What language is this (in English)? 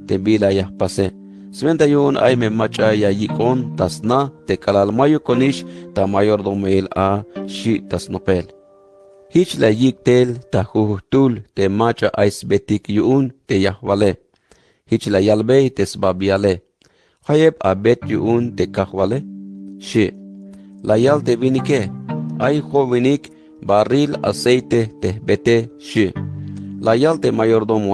Tzeltal